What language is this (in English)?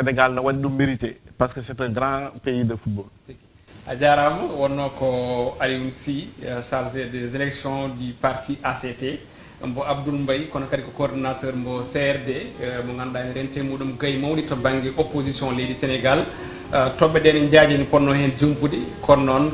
Fula